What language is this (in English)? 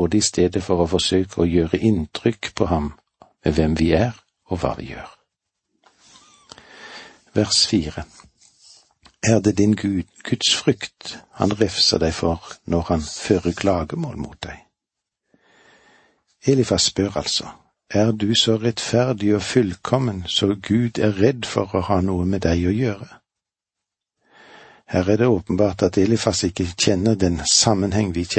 Norwegian